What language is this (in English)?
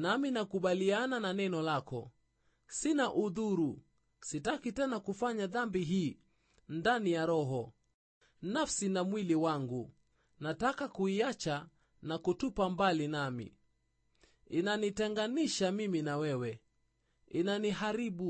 Swahili